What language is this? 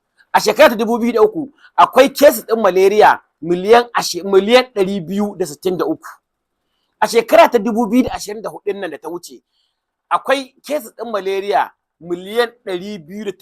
Hausa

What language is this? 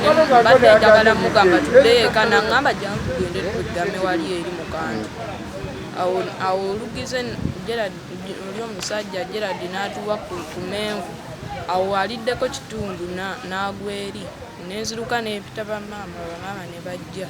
Ganda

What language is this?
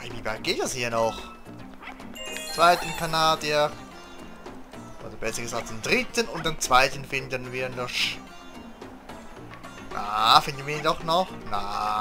German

